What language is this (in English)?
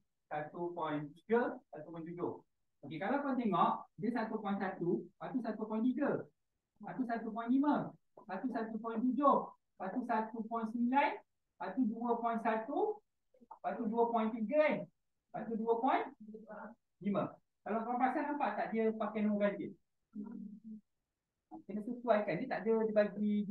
Malay